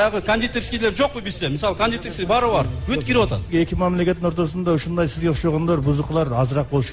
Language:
Kyrgyz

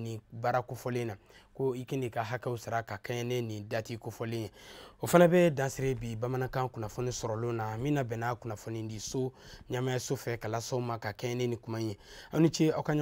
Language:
Bambara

